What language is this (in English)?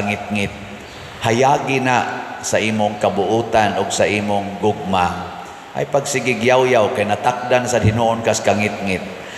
Cebuano